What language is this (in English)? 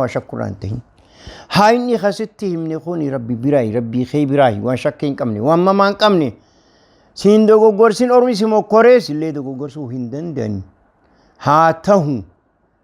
Oromo